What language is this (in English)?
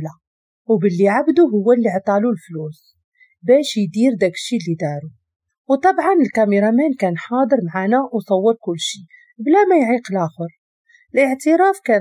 Moroccan Arabic